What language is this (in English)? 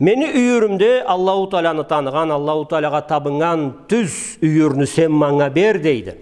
Karachay-Balkar